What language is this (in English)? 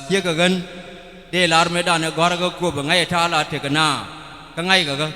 Nuer